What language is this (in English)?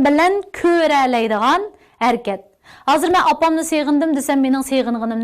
Uyghur